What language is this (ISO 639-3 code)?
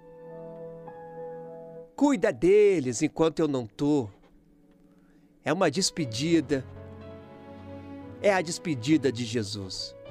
por